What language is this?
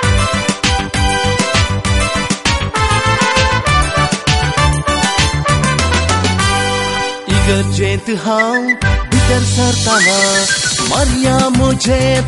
Konkani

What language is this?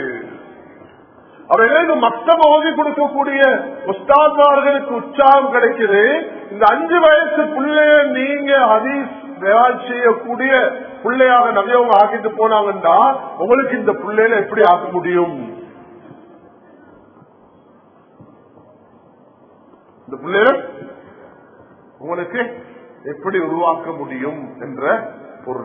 Tamil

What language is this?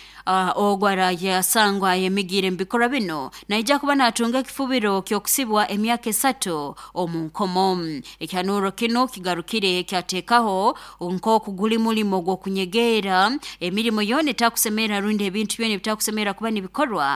Nyoro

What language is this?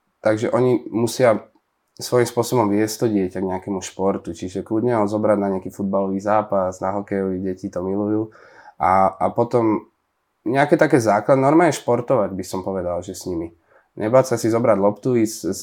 Slovak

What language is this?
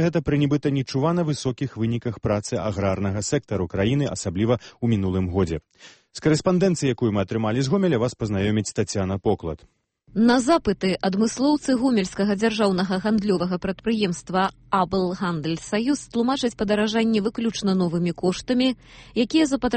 Belarusian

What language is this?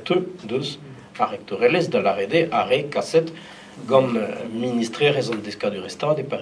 Breton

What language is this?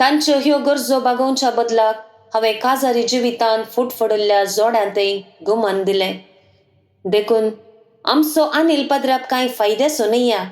Konkani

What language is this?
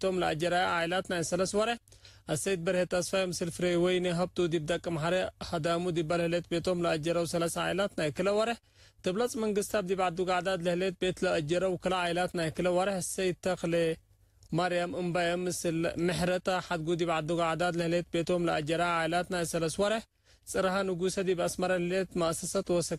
Tigre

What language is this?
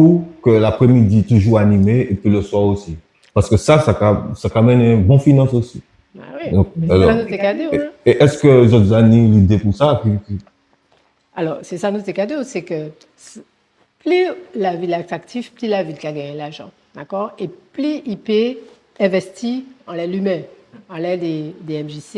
Guadeloupean Creole French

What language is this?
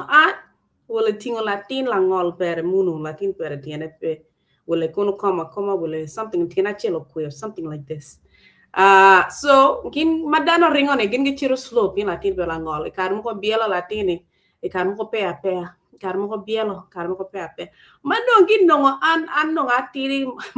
Acoli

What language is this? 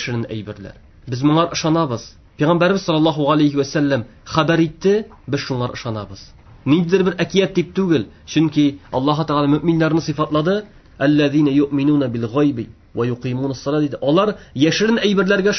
Tatar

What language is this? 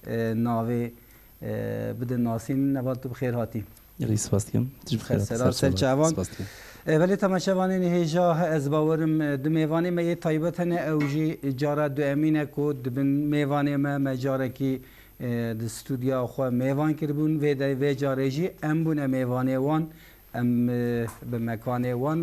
Kurdish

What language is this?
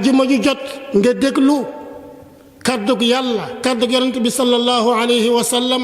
Wolof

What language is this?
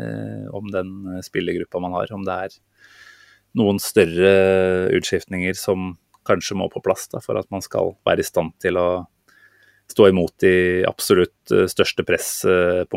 Norwegian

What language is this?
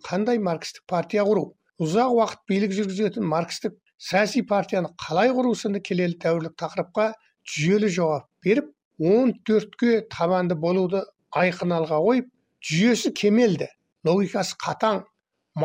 Kazakh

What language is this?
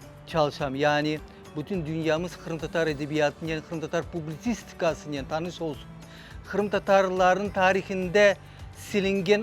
Crimean Tatar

